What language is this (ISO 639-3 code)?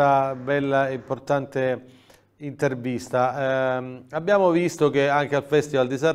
ita